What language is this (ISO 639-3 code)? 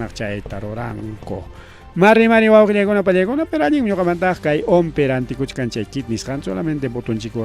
quy